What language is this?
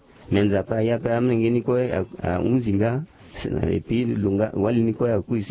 Sango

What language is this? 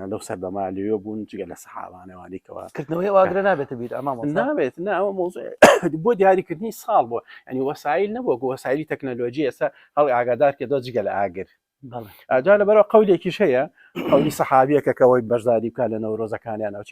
Central Kurdish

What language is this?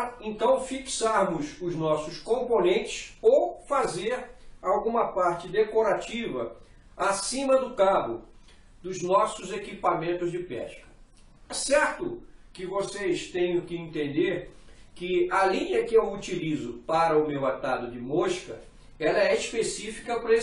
Portuguese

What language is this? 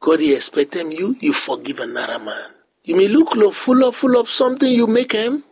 Bislama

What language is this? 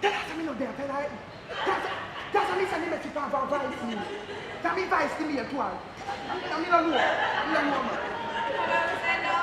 Jamaican Creole English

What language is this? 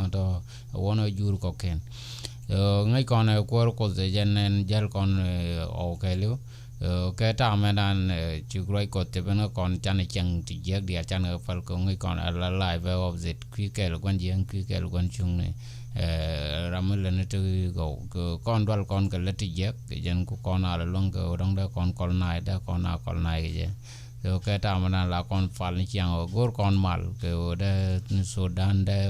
Nuer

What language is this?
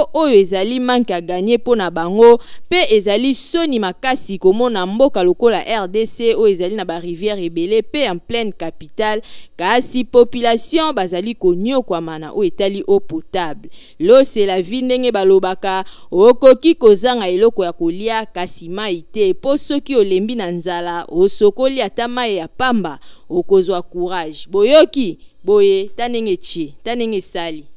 Lingala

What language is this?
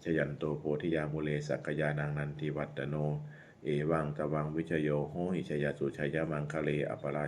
Pali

